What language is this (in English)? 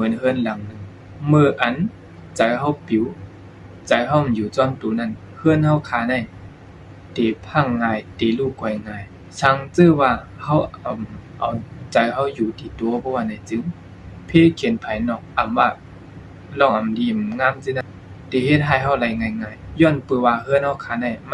Shan